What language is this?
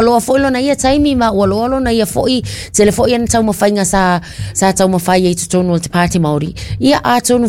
Samoan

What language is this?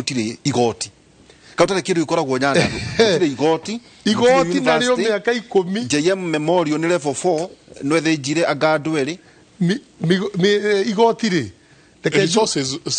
Kikuyu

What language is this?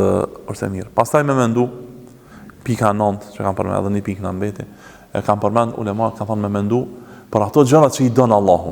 Albanian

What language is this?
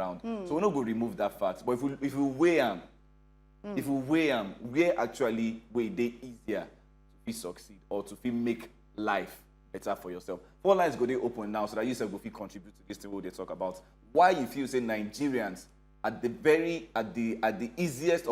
Nigerian Pidgin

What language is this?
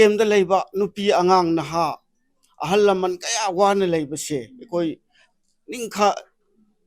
Manipuri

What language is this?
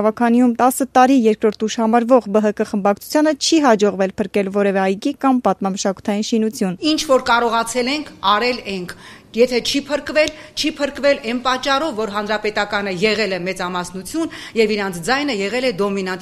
Armenian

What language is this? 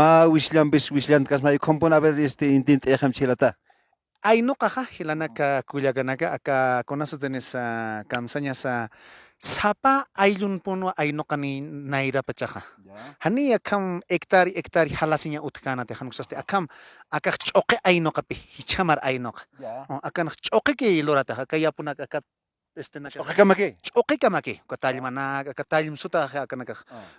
Aymara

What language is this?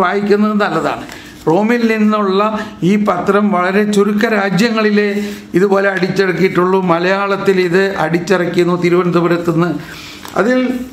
Malayalam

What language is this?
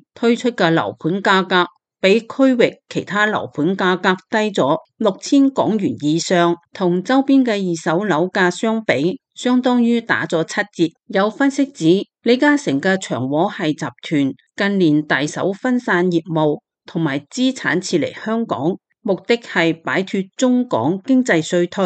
Cantonese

